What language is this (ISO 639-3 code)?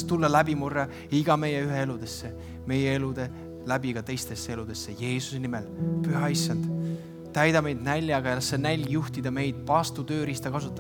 est